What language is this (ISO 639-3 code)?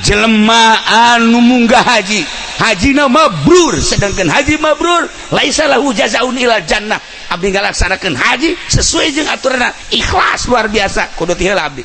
sun